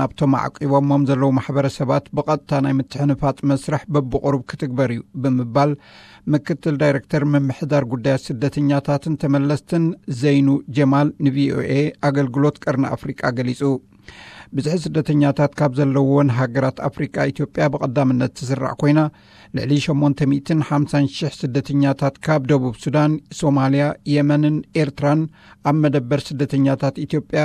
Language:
Tigrinya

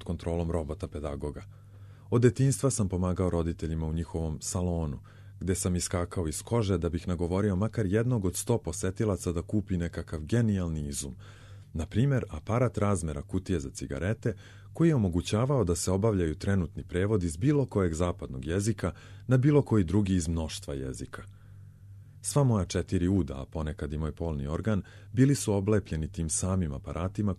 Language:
Serbian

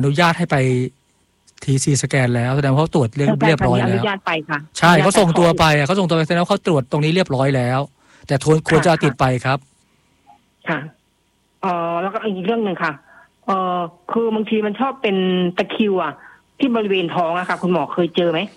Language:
Thai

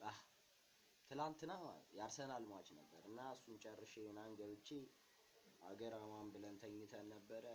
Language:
Amharic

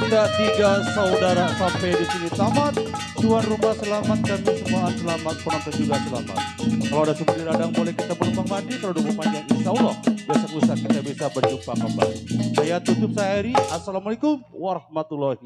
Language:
Betawi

